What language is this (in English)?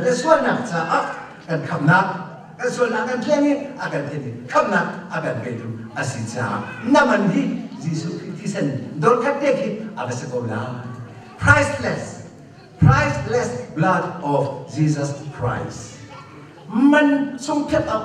Hakha Chin